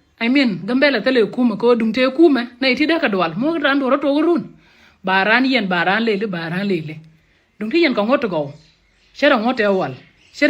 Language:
Nuer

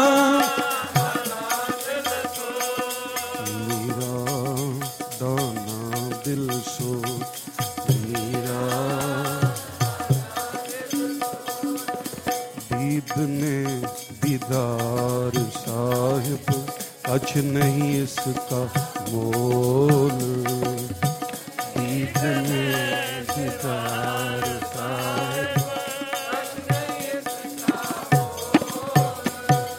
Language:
Punjabi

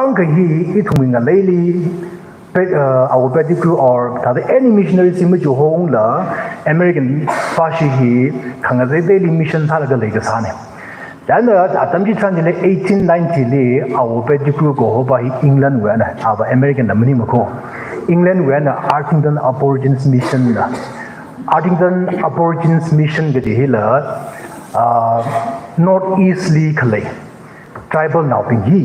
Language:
Tangkhul Naga (India)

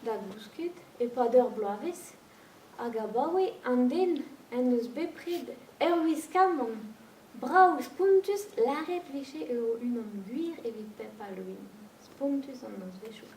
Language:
Breton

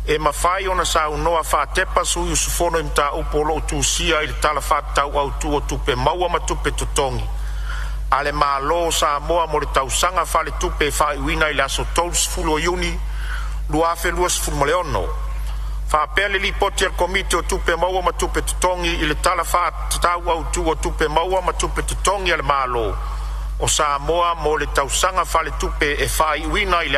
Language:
Samoan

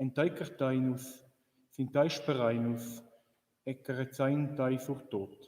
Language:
Romansh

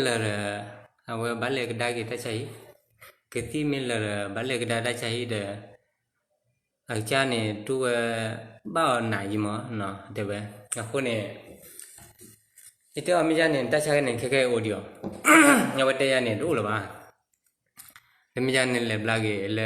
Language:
S'gaw Karen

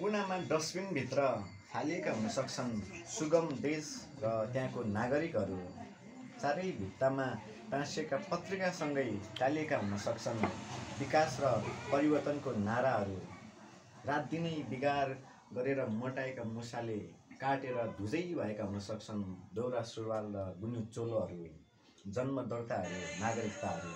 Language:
Nepali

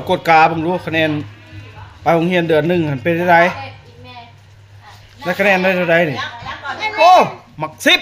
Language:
Lao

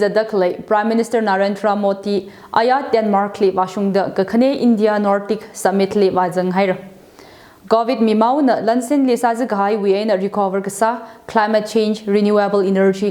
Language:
Tangkhul Naga (India)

